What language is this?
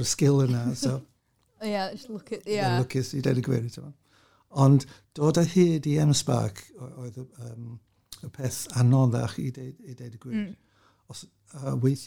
Welsh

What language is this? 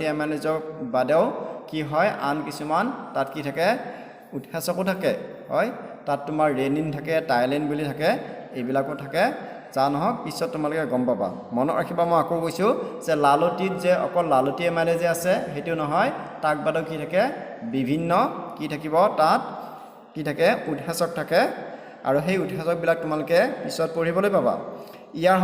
Assamese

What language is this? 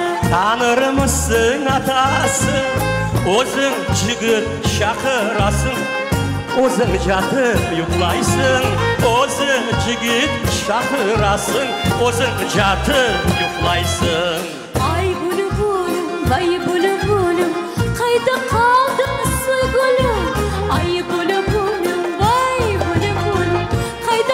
Crimean Tatar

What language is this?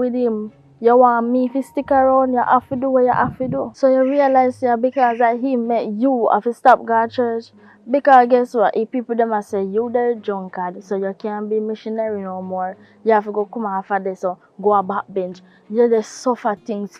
Jamaican Creole English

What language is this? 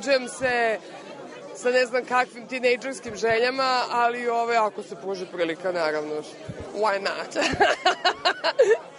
Serbian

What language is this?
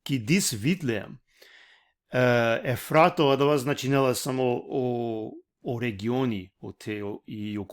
Balkan Romani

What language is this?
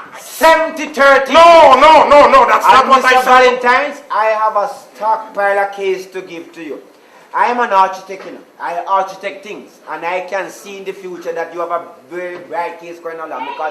Jamaican Creole English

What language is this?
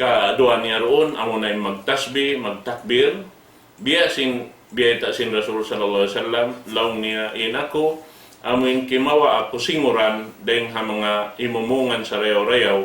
Tausug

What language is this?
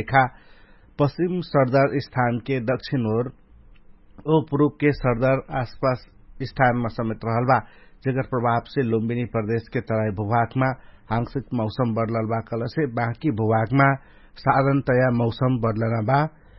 Dangaura Tharu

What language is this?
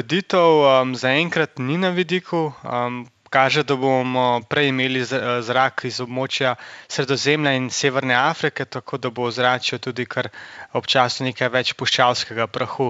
Slovenian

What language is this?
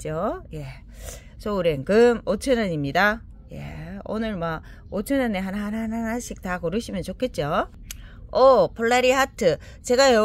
Korean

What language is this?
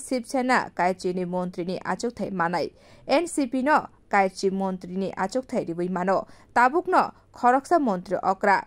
Kok Borok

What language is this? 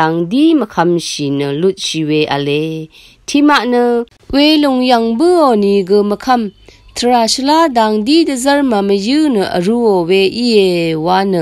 Rawang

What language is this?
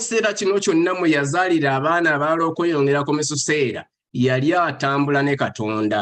Ganda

